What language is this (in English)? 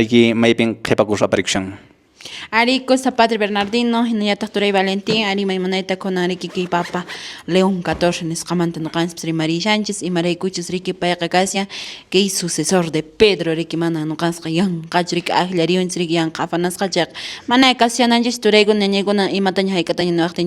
Quechua